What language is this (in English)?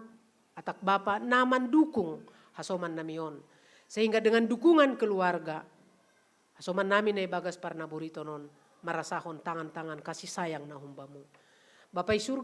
Batak Simalungun